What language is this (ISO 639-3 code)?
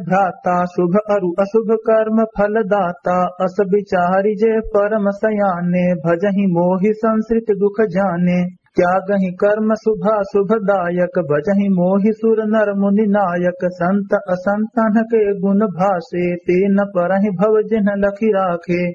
awa